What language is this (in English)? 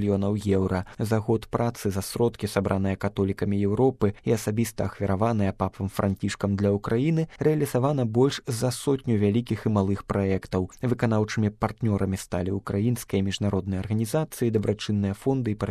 Belarusian